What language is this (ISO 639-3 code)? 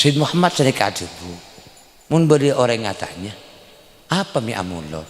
mad